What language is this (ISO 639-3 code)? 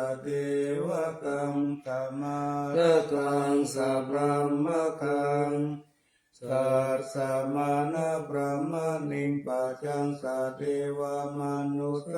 pli